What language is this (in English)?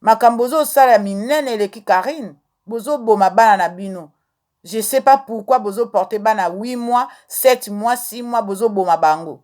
Lingala